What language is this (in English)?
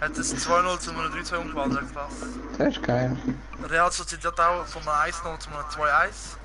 Swiss German